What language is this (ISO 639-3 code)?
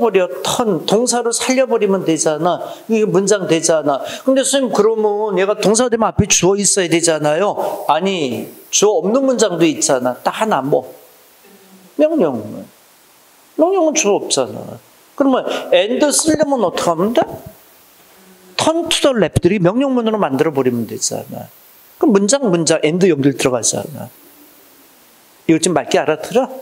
kor